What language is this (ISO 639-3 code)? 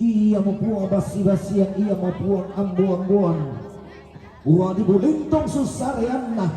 sda